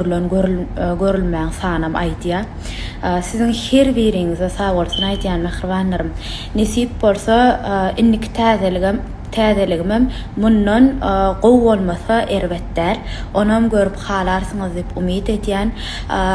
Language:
Turkmen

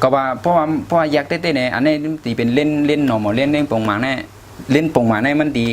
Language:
Shan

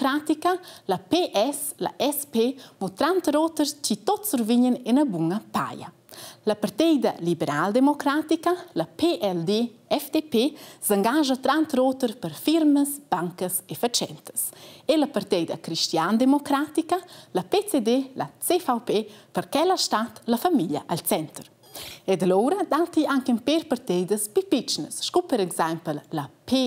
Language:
Romansh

